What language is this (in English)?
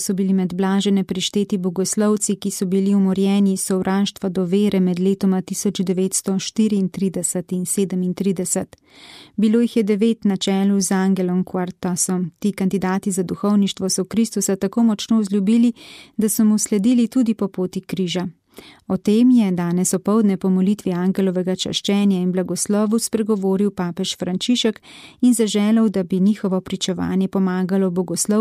Slovenian